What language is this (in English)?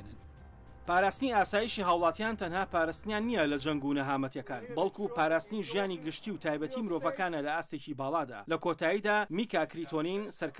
Central Kurdish